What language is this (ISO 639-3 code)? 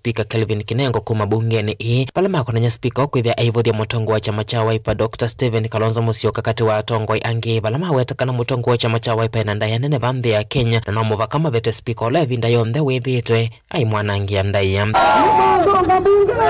kam